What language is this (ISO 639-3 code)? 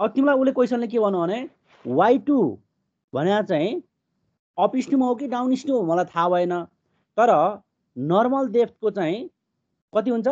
nep